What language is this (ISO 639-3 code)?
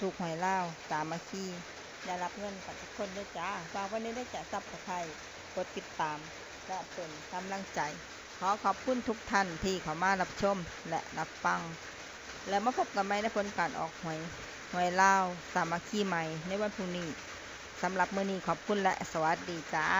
lao